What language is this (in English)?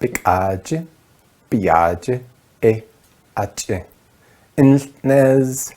Navajo